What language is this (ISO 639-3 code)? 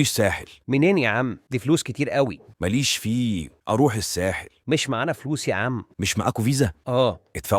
arz